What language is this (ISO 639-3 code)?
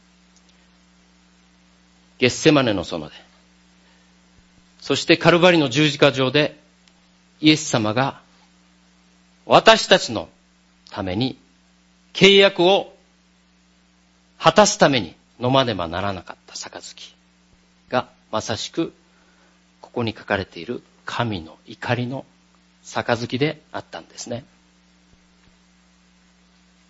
jpn